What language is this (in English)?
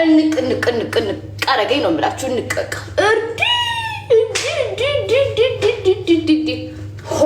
Amharic